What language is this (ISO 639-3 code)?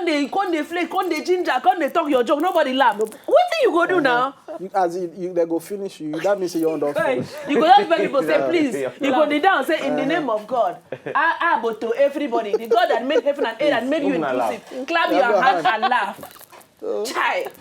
pcm